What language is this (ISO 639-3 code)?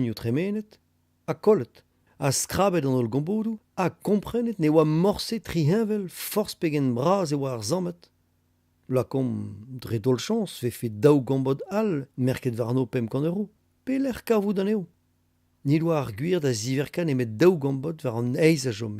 bre